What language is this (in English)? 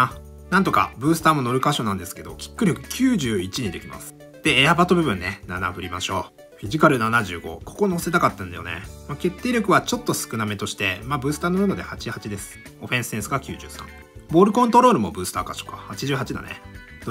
Japanese